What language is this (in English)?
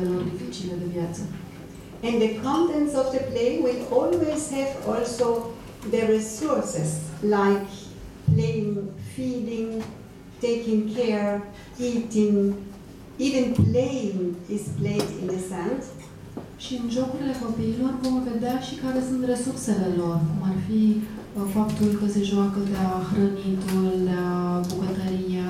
Romanian